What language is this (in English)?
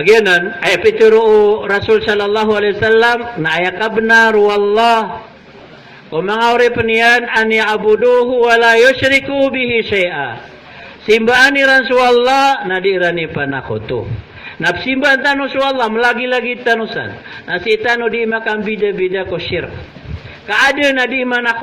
Maranao